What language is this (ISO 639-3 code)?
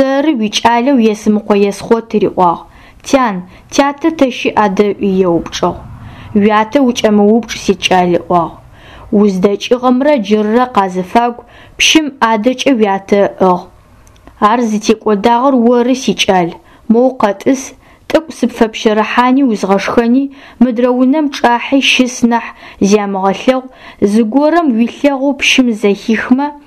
ady